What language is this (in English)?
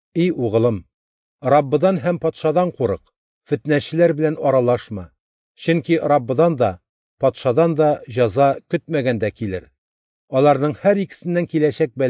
Tatar